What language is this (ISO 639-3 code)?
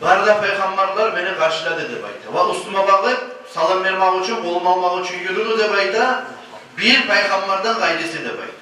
kum